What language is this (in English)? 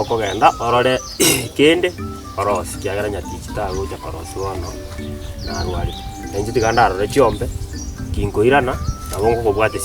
Gusii